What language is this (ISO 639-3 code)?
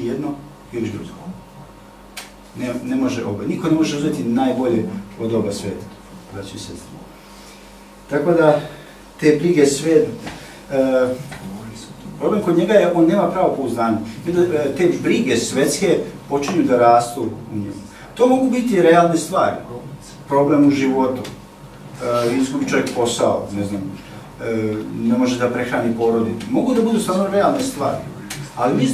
srp